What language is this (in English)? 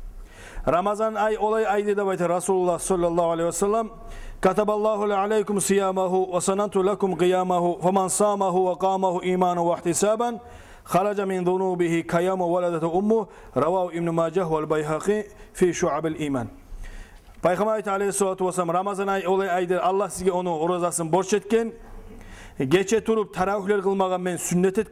Kumyk